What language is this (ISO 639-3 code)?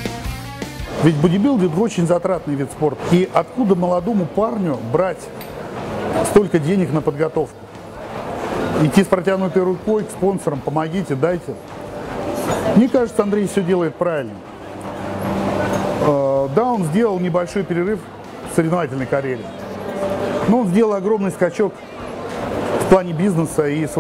rus